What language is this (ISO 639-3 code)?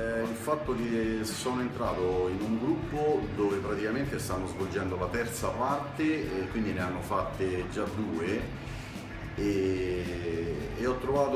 ita